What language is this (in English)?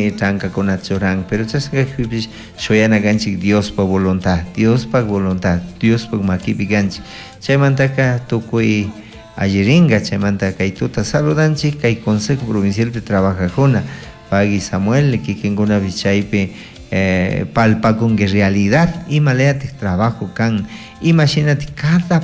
Chimborazo Highland Quichua